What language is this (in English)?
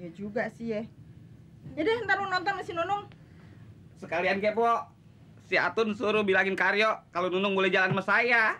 Betawi